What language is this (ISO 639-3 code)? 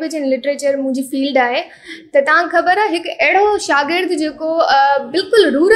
snd